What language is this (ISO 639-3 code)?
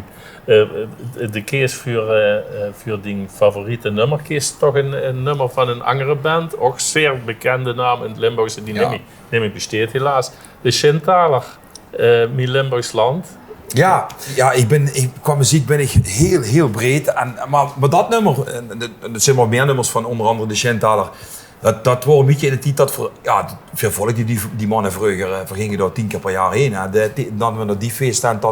lim